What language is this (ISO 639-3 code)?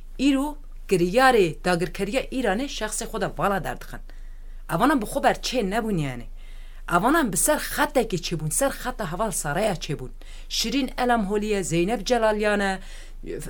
kur